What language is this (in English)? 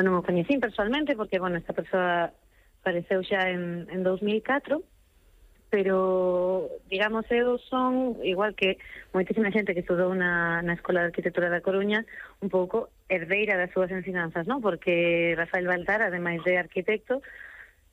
Galician